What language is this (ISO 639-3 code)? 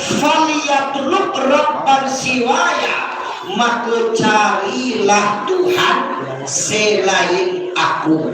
min